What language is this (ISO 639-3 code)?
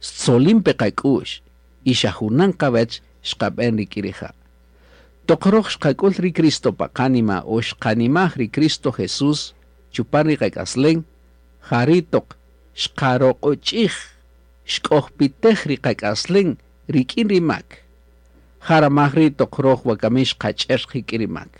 cak